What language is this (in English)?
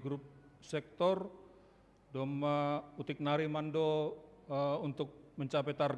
Batak Simalungun